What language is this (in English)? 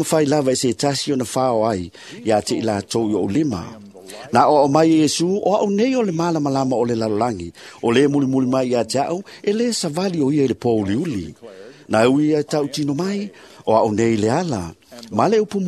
Samoan